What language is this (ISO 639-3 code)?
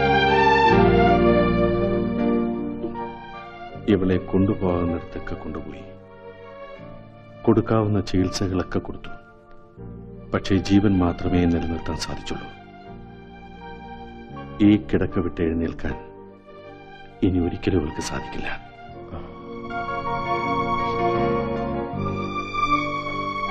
mal